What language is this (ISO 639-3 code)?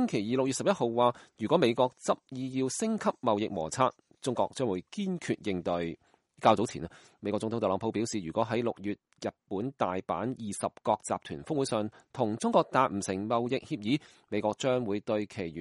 yue